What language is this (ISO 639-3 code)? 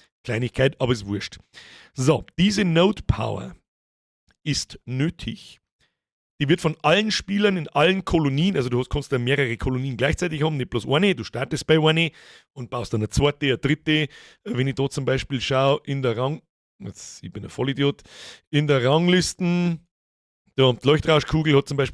bar